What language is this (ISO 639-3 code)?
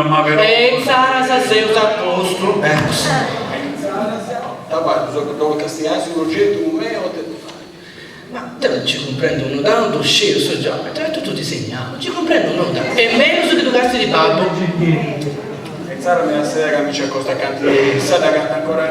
srd